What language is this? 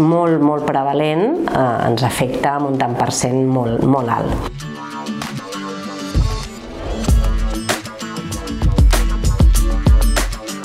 Catalan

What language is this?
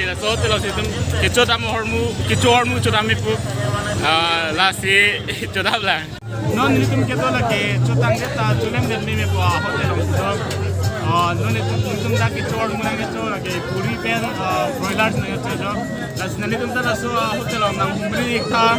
Karbi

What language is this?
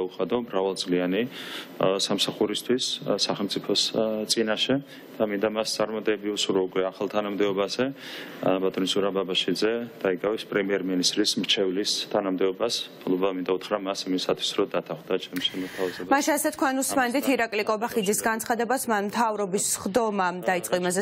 Georgian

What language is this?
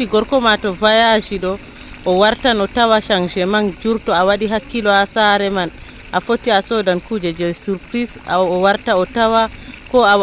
Nigerian Fulfulde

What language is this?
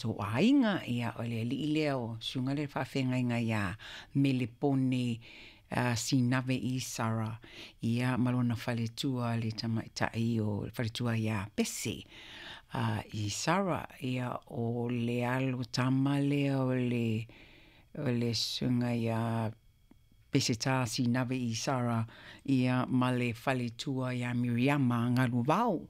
Samoan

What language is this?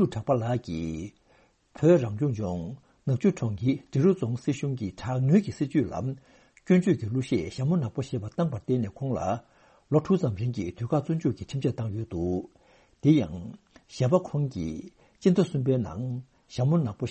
Tibetan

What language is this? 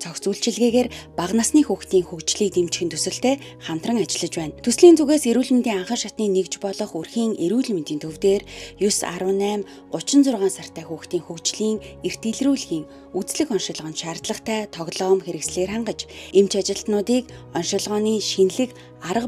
Mongolian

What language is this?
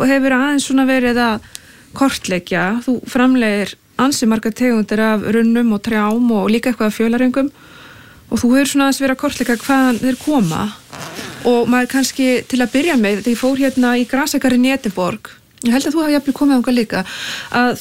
Icelandic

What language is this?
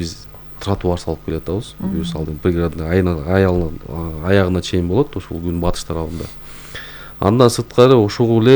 Kyrgyz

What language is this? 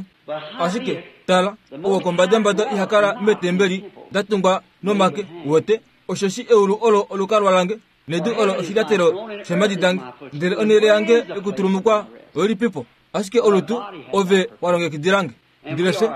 Kuanyama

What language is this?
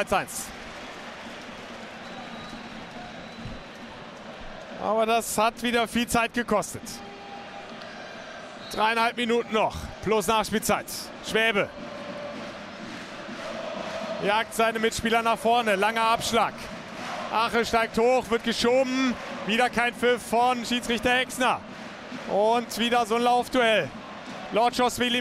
German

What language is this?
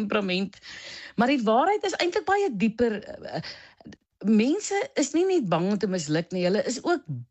Afrikaans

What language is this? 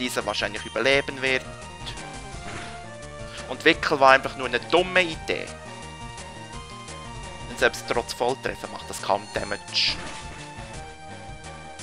German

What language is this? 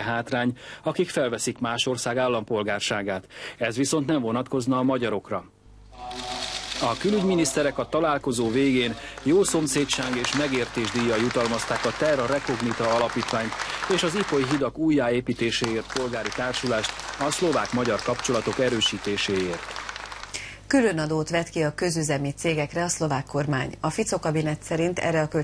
Hungarian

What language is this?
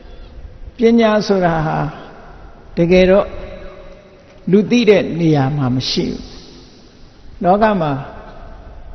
Burmese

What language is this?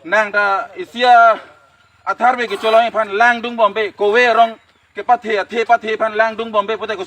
Karbi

